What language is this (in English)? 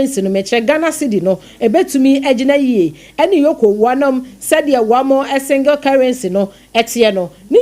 Akan